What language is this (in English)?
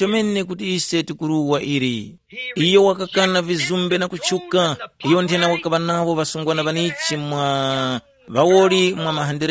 Tumbuka